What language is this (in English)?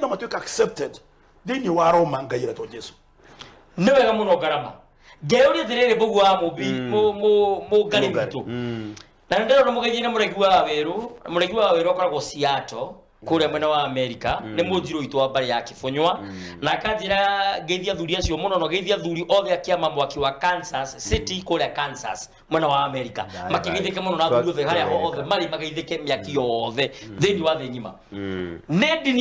Kikuyu